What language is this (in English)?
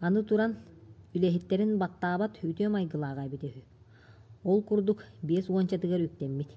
Yakut